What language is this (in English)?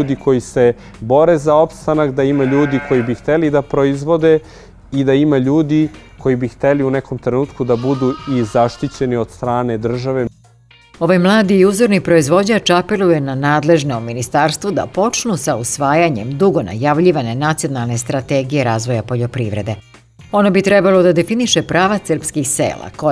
Serbian